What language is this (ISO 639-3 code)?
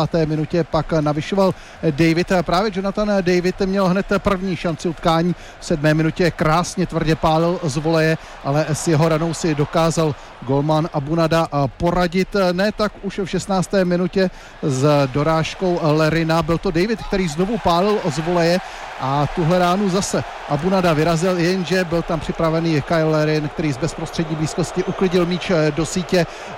ces